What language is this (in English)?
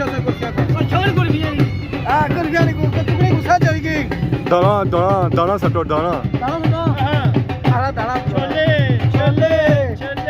Pahari-Potwari